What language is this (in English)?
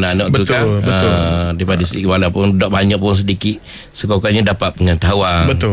Malay